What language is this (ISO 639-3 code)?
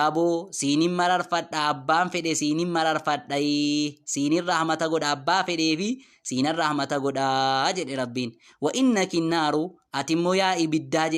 orm